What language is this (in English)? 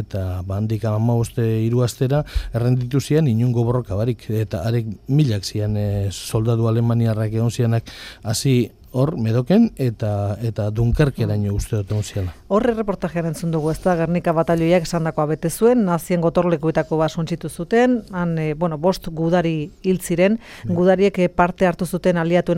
Basque